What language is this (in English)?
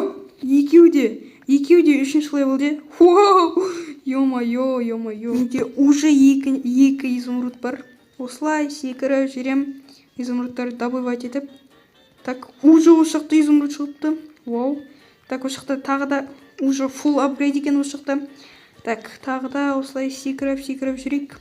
Kazakh